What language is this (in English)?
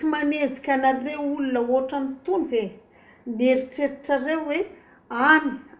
Malagasy